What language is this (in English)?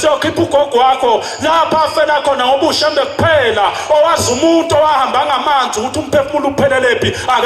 Zulu